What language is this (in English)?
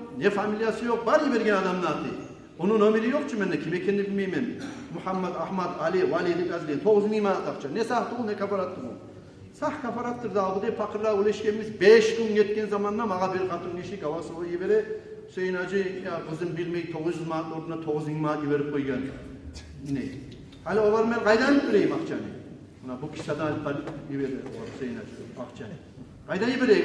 Kumyk